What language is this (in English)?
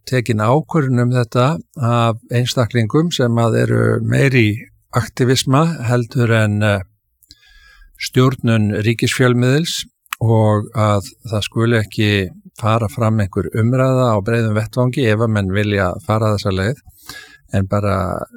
Icelandic